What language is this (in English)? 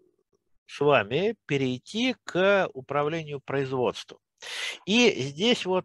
Russian